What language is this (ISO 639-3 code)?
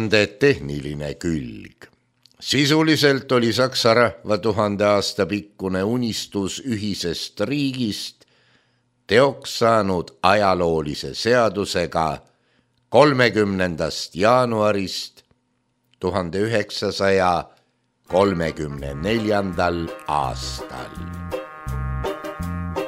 est